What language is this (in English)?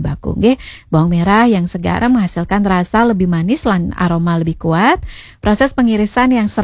Balinese